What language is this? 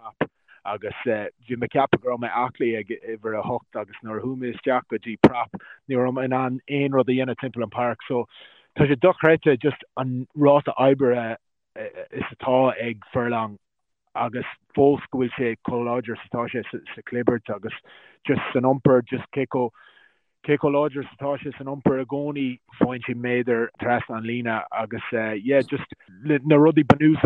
Irish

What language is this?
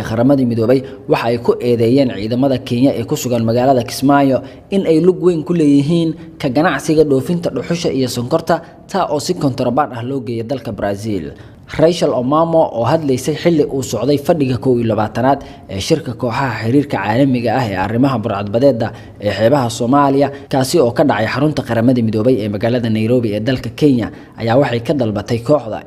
Somali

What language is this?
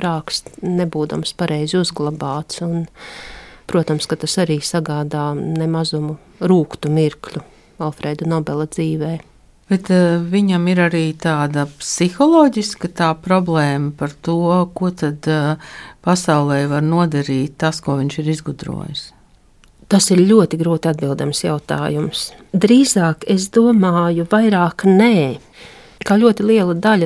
Latvian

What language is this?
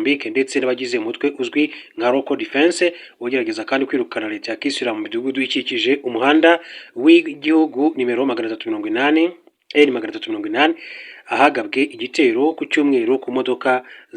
Kinyarwanda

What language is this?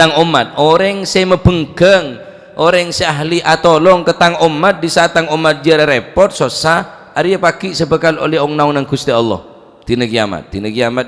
Madurese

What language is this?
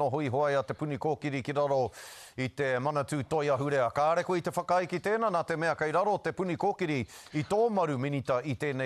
Māori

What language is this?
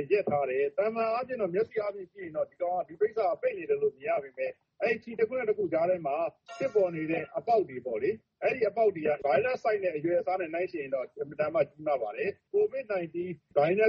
Burmese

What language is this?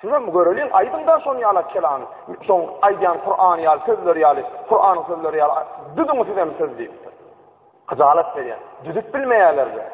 Turkmen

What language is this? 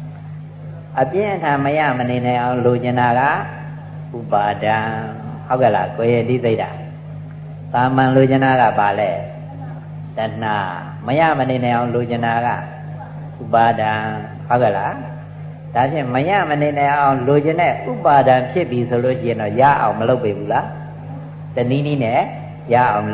Burmese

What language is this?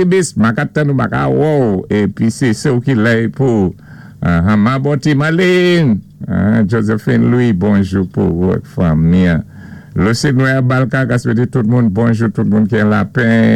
Saint Lucian Creole French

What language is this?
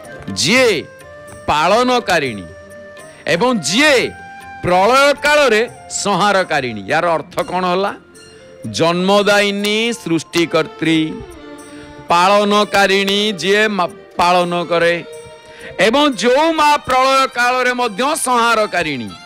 Odia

